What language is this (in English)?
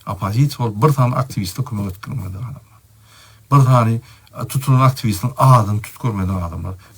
Turkmen